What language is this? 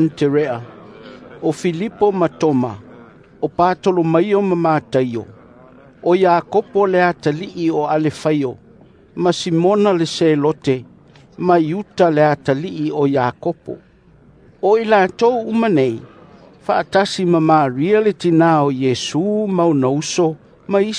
Samoan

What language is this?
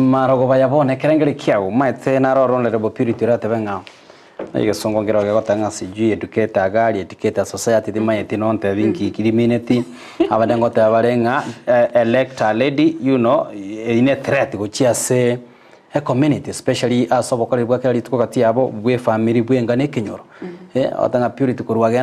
Gusii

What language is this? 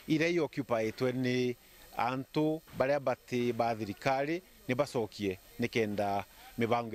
Meru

